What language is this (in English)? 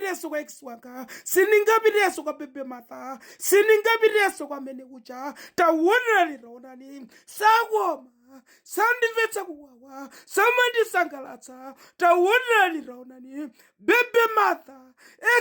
Nyanja